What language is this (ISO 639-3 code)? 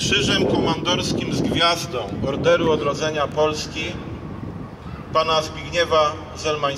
pol